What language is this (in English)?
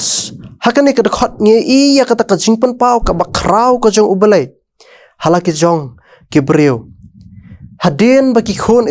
Khasi